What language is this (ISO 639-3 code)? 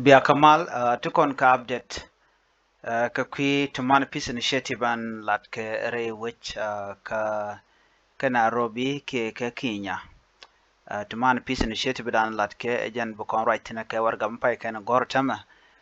nus